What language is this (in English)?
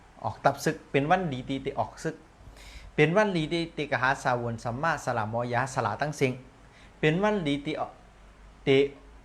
Shan